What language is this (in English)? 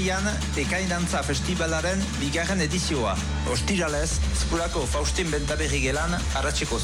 Basque